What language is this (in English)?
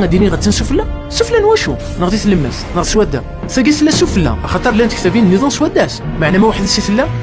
Kabyle